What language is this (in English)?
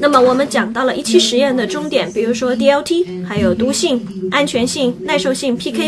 Chinese